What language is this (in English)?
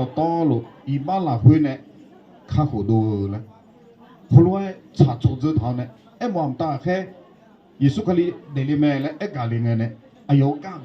Akha